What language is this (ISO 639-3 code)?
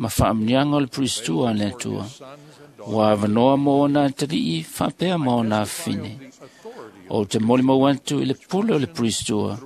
smo